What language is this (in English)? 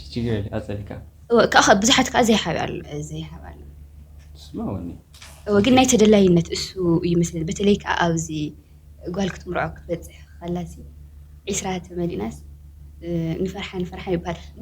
Tigrinya